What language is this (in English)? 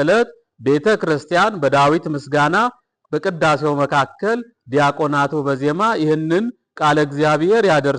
Amharic